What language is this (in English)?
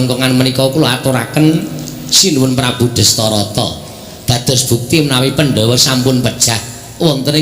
Javanese